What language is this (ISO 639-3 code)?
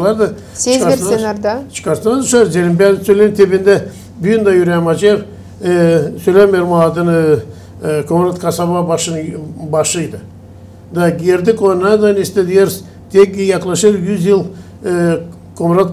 gag